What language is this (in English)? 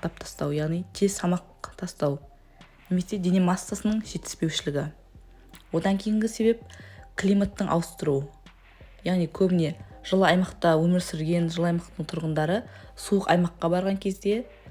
Kazakh